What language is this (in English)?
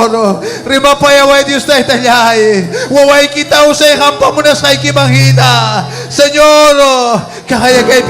Ayacucho Quechua